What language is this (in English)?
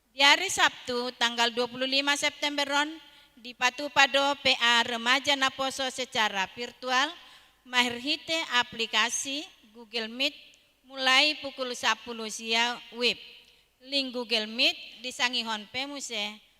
Batak Toba